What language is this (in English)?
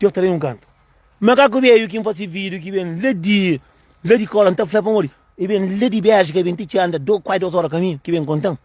Kabuverdianu